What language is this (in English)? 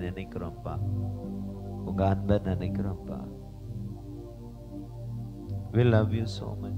Tamil